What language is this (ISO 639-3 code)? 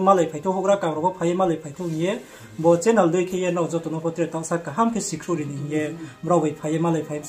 ria